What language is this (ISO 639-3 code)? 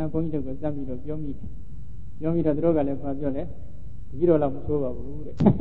mya